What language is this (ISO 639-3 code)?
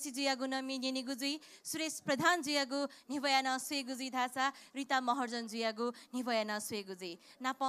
new